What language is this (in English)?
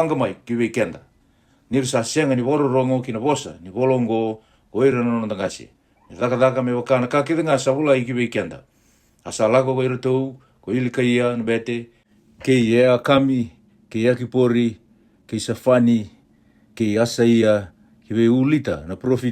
Fijian